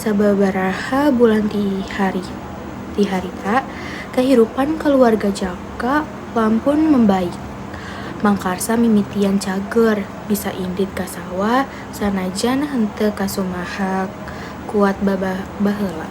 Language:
Sundanese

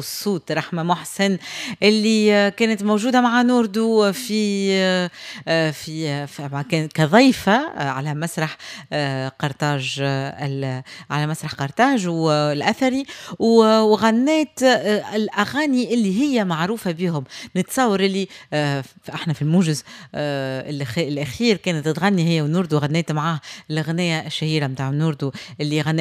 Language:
Tunisian Arabic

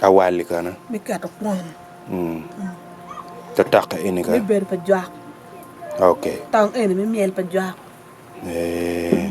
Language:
Acoli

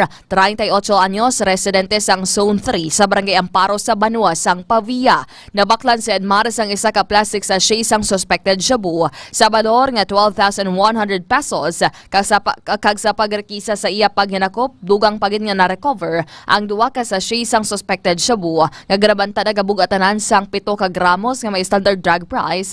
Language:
Hiligaynon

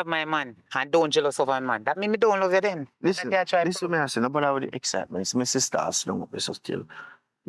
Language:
Jamaican Creole English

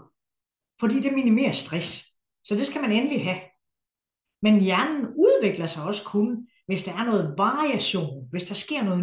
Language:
Danish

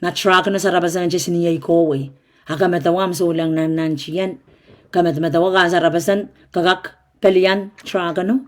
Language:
Pohnpeian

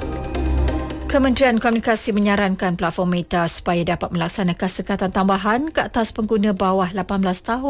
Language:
Malay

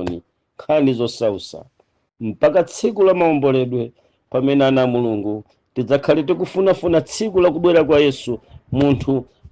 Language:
Nyanja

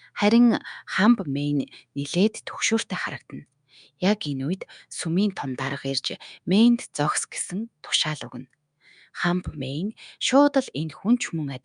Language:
Mongolian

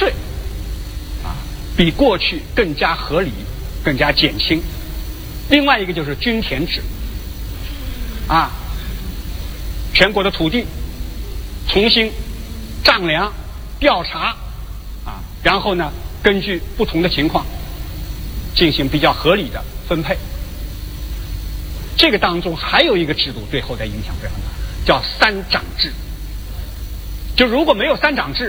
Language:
Chinese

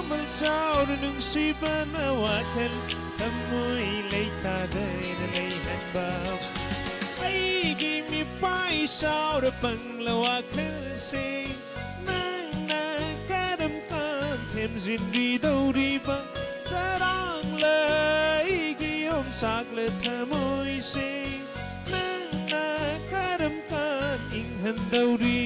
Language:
Manipuri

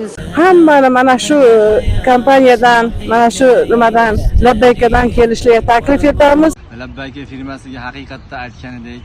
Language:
Uzbek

